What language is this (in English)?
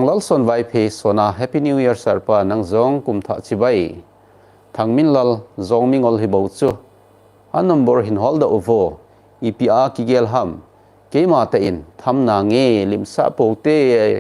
Thado Chin